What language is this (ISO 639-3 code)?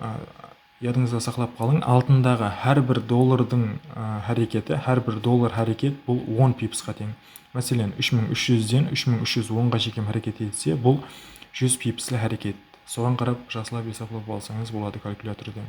kaa